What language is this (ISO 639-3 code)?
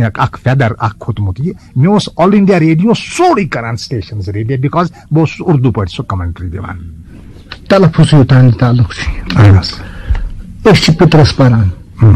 kas